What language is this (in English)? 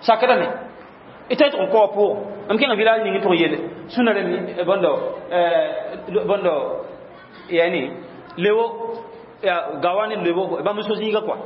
Mossi